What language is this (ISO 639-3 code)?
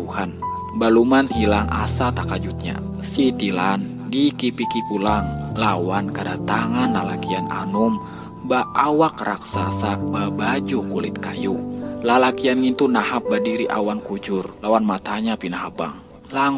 bjn